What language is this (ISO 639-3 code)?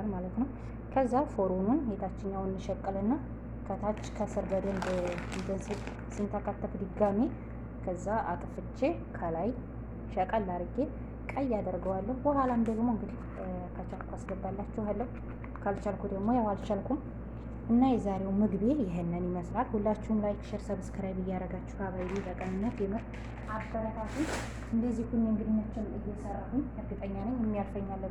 amh